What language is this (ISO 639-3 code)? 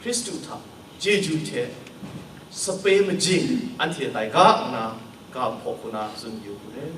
kac